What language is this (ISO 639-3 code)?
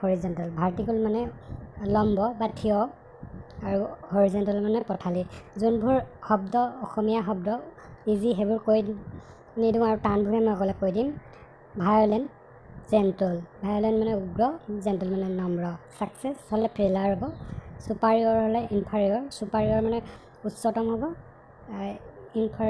asm